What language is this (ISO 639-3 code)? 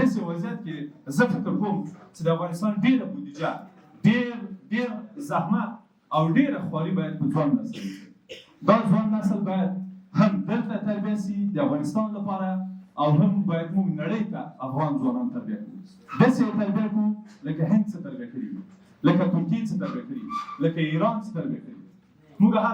pus